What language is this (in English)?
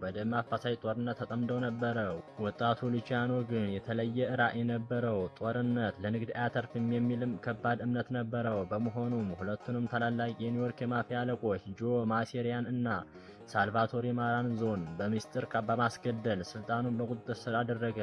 Amharic